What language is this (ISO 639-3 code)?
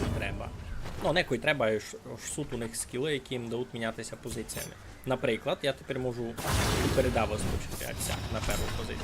rue